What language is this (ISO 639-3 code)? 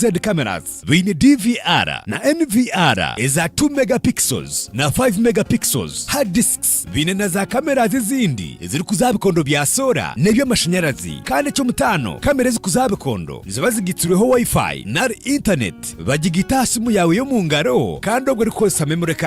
nyn